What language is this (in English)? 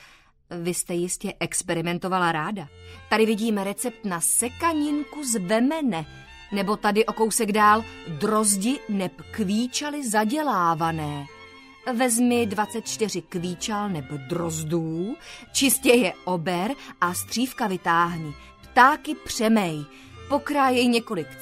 Czech